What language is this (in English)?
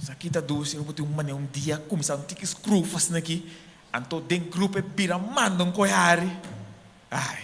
Papiamento